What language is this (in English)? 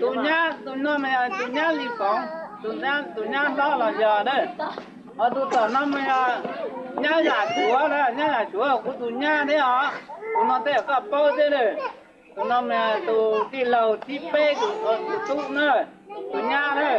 Hmong